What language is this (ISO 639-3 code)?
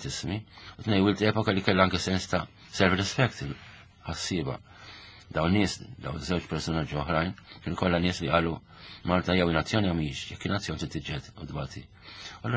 mlt